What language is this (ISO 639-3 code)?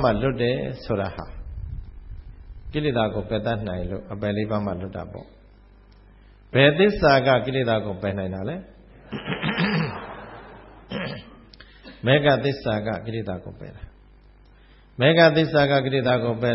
mya